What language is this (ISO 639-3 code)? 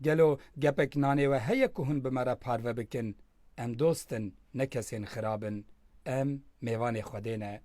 kur